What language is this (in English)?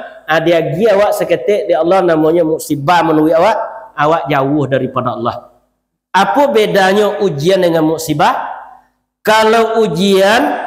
Minangkabau